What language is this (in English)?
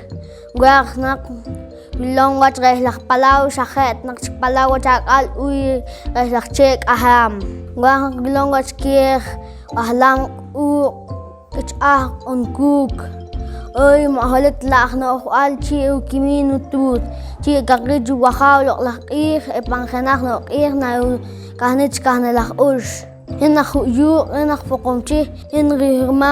Poqomchi'